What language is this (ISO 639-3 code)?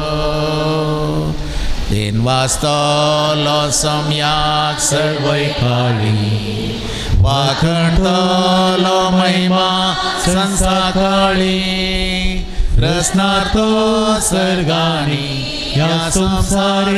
kok